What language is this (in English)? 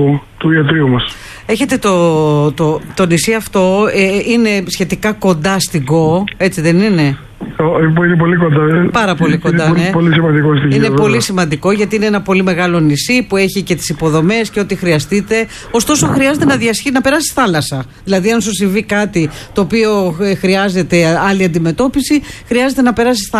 Greek